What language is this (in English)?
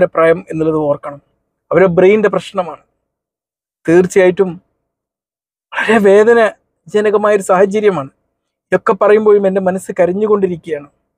Malayalam